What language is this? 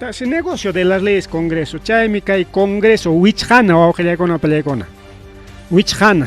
Ayacucho Quechua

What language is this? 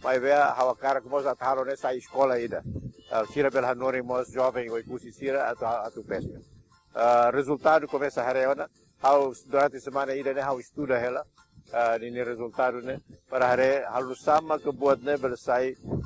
Tetum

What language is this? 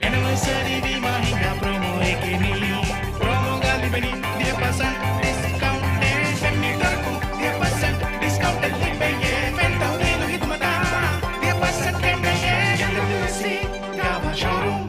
Divehi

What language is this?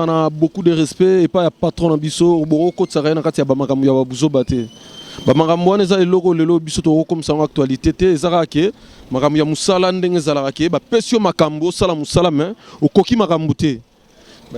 Lingala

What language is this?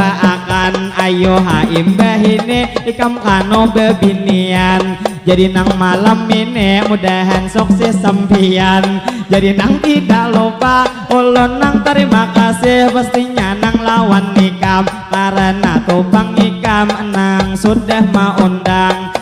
Banjar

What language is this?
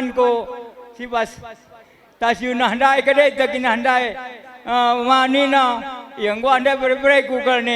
Batak Karo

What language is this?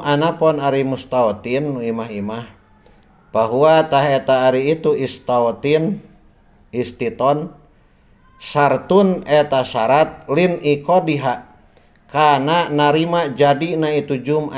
Sundanese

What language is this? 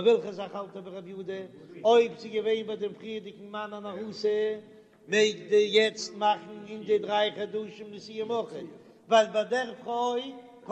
Yiddish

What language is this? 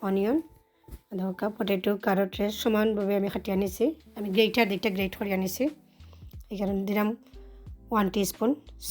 Sylheti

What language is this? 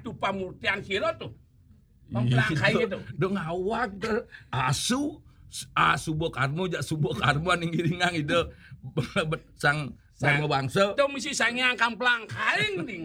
Balinese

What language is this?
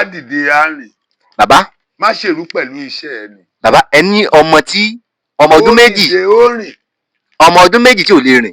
Yoruba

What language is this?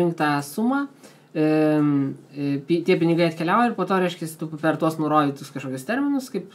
Lithuanian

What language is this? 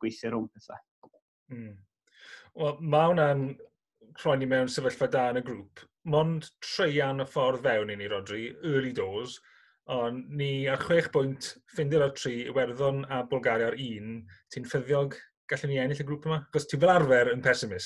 Welsh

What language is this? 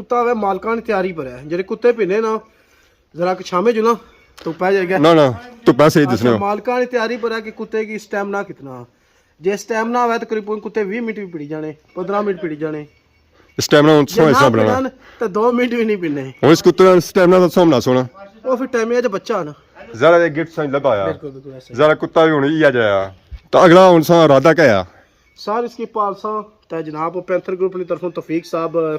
Pahari-Potwari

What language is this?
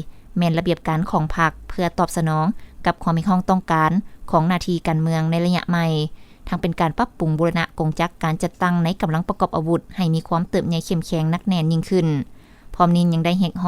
Lao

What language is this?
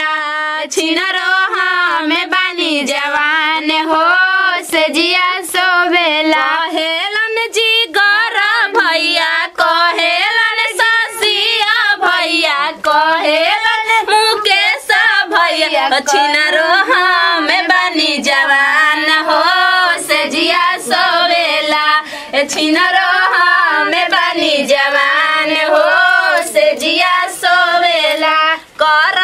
Bhojpuri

